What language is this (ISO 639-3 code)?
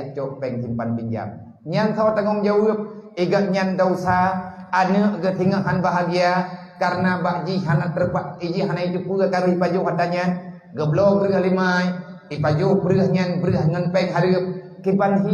ace